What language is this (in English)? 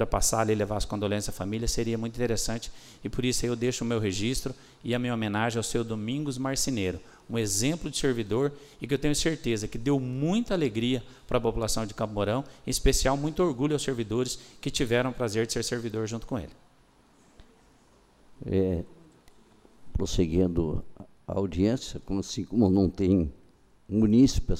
Portuguese